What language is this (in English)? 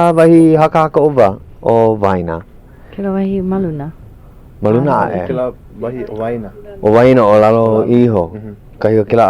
Hawaiian